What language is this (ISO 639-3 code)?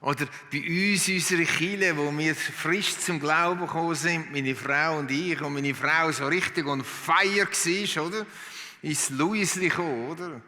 gsw